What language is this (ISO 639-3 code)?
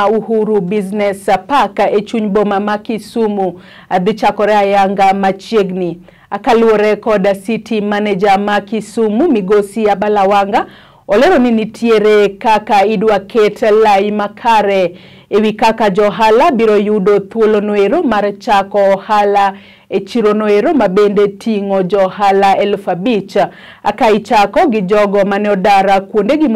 luo